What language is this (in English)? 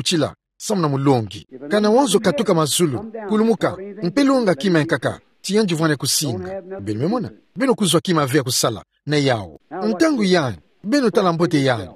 Kituba (Democratic Republic of Congo)